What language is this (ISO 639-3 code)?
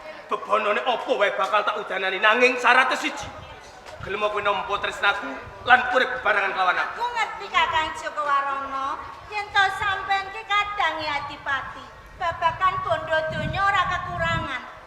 jav